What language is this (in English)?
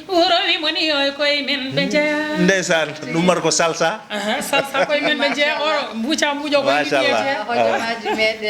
Fula